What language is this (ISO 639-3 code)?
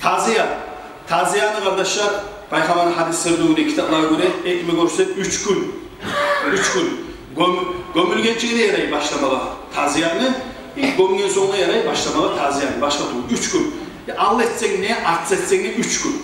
kum